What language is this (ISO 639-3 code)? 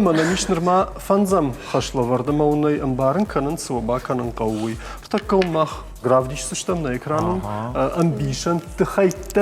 oss